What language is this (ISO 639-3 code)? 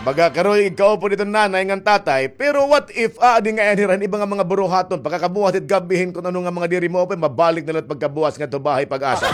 war